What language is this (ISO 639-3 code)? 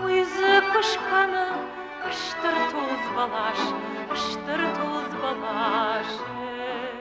oss